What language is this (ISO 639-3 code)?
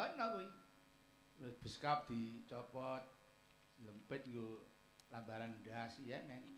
jav